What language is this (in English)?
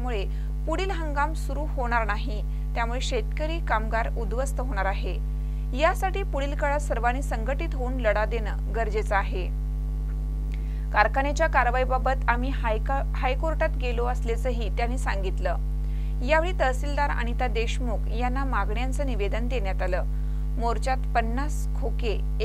Marathi